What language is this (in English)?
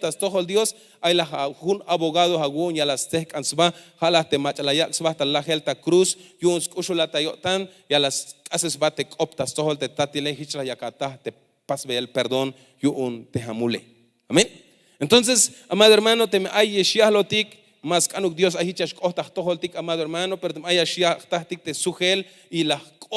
Tzeltal